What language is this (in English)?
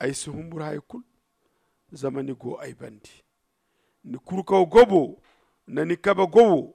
Zarma